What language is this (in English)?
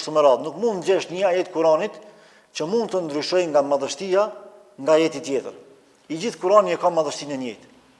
Albanian